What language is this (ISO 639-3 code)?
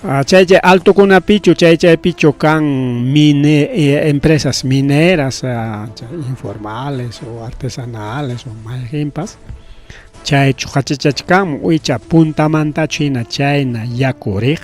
quy